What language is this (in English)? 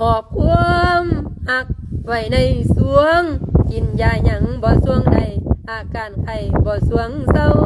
Lao